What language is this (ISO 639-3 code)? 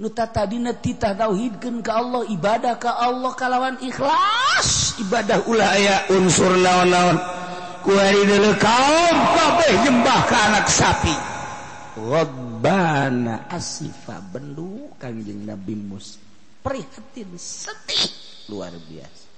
sun